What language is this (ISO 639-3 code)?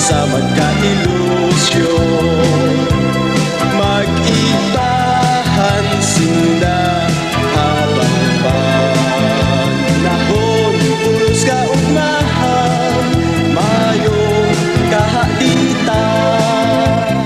bik